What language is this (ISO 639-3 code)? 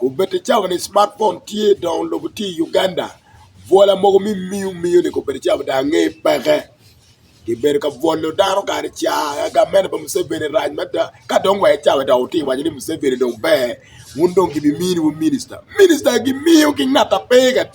ach